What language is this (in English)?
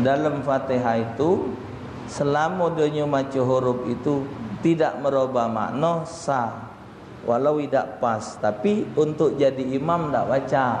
Musi